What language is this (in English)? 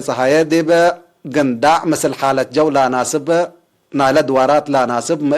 Tigre